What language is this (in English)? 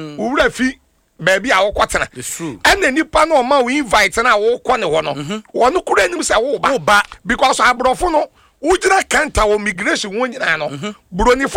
Akan